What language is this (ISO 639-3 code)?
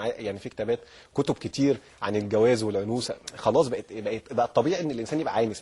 arz